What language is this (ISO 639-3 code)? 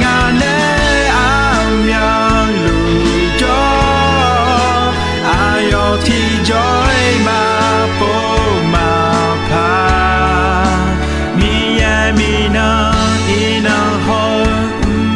ahk